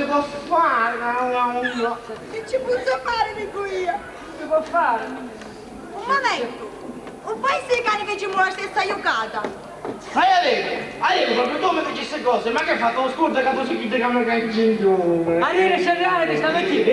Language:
Sicilian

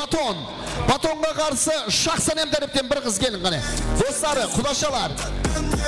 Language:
Kara-Kalpak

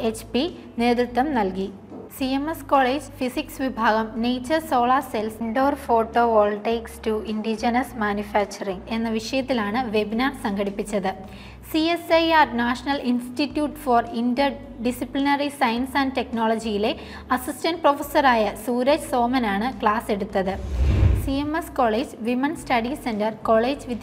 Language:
Malayalam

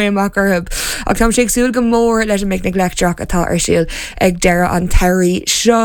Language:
Irish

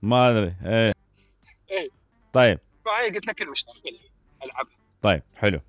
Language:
Mesopotamian Arabic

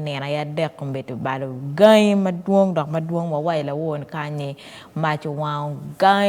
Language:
Acoli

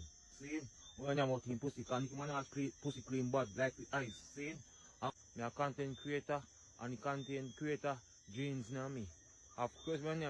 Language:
Jamaican Creole English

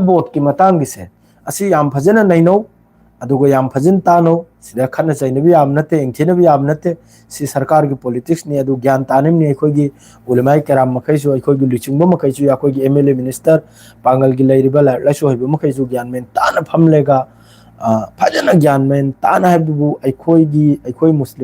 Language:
Manipuri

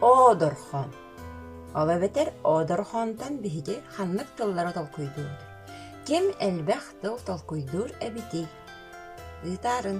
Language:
Yakut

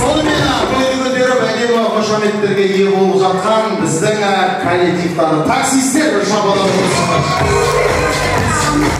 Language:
Kara-Kalpak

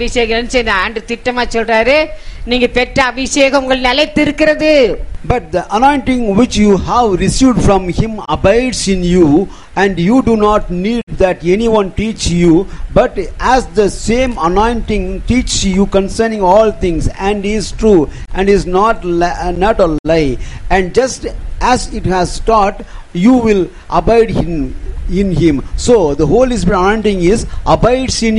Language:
Tamil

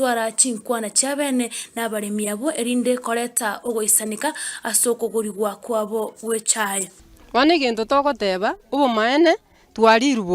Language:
Gusii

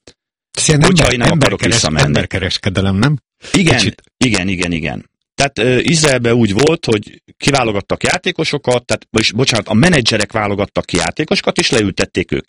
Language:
Hungarian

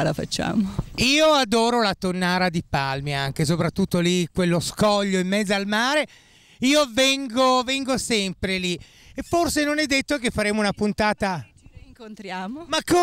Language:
Italian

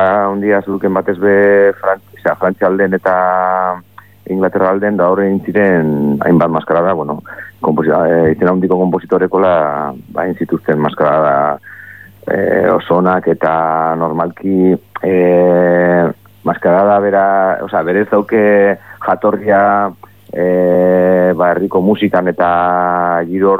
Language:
Basque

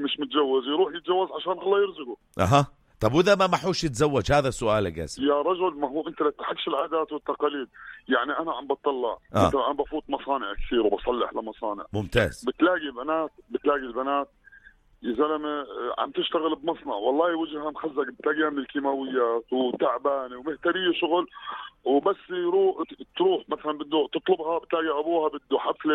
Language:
North Levantine Arabic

